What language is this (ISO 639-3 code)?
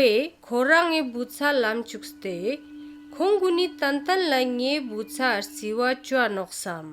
lbj